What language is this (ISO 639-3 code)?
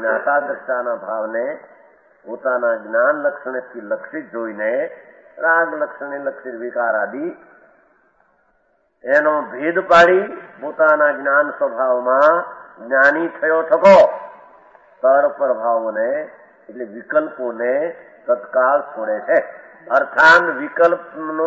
guj